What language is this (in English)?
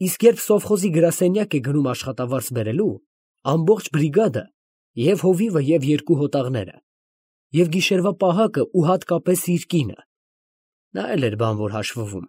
Armenian